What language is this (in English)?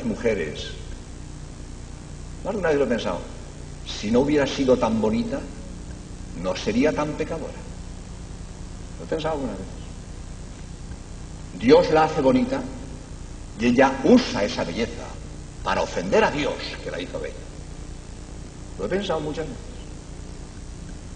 Spanish